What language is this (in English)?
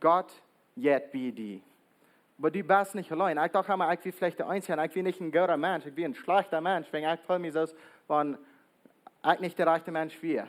Plautdietsch